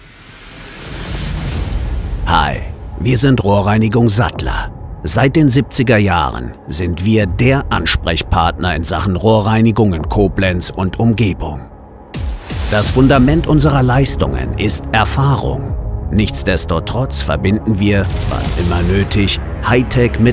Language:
German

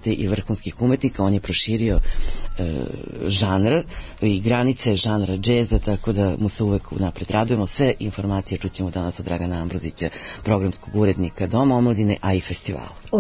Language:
Serbian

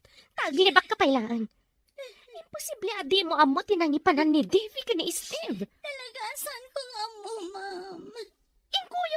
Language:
Iloko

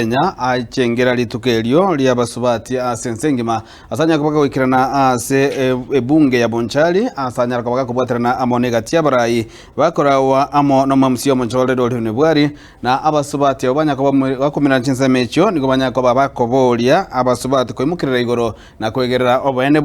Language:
Gusii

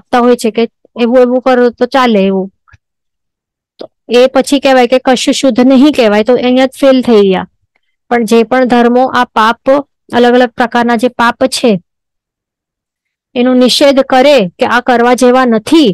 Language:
Gujarati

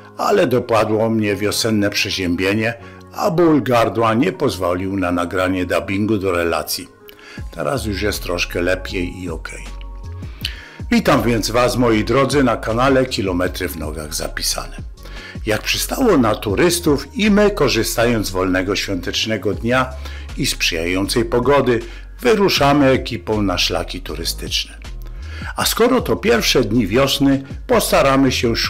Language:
Polish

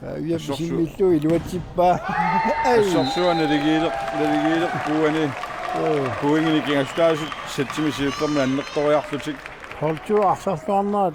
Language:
Kalaallisut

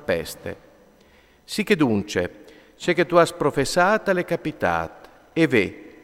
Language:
Friulian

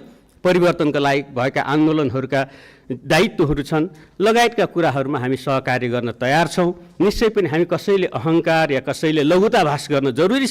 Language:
Nepali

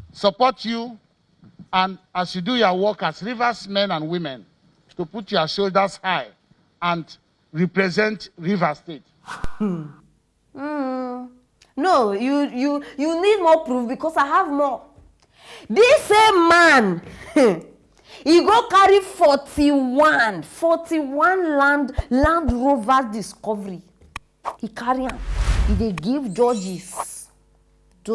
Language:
Nigerian Pidgin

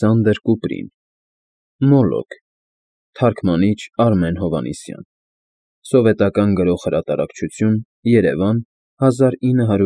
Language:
Armenian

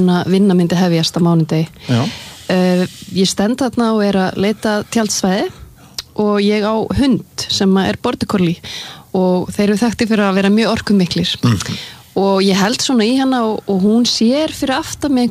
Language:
Icelandic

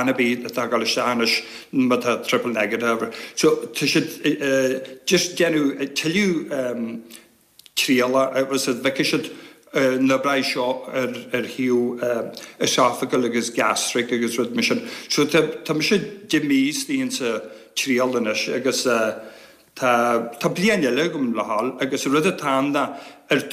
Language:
Irish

